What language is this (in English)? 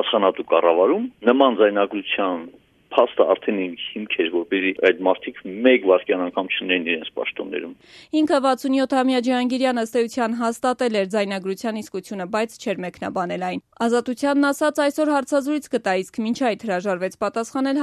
Armenian